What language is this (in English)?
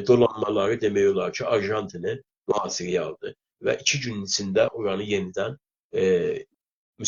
South Azerbaijani